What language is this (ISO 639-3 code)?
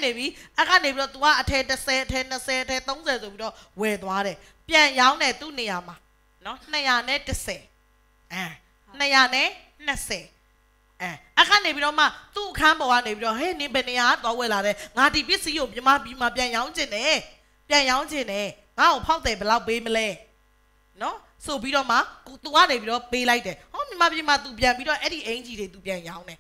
mya